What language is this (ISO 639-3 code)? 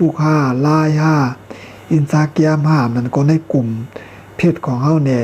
shn